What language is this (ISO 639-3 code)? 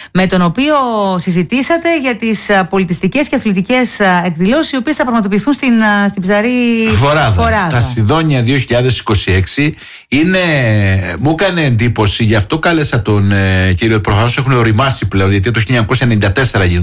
ell